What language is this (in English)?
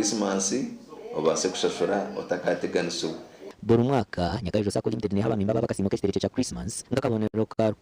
Nyankole